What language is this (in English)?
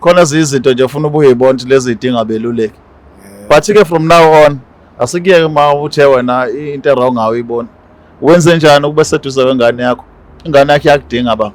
Zulu